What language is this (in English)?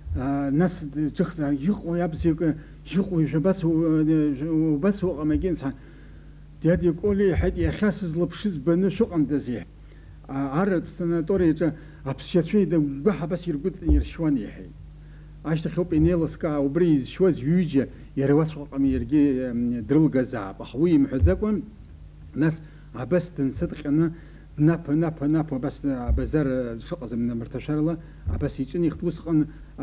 Abkhazian